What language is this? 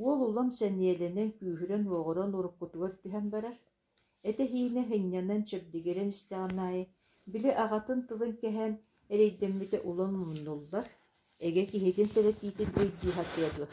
Yakut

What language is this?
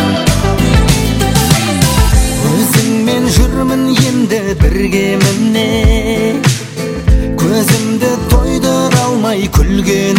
Kazakh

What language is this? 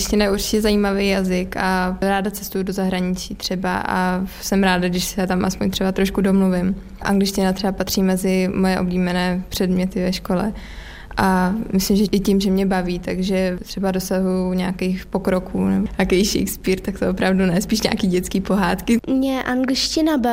Czech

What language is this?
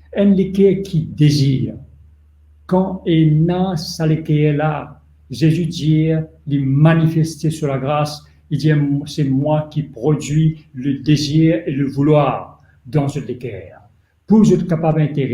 Morisyen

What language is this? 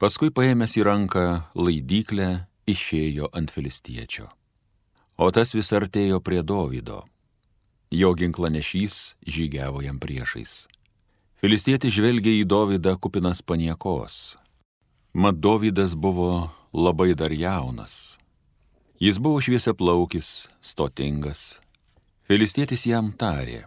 Lithuanian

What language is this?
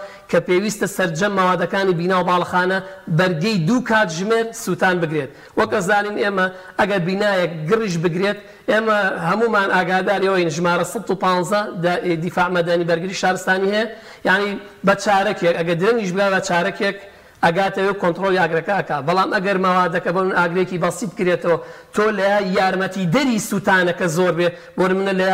Central Kurdish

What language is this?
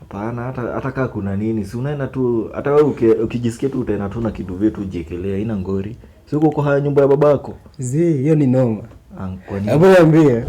Swahili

